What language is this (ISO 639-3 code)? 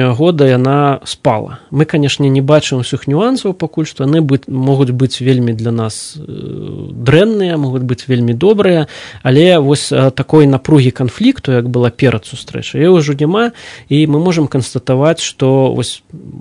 bel